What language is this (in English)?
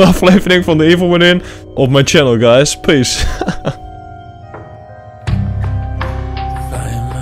Dutch